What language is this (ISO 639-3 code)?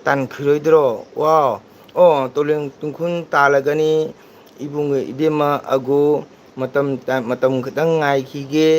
mni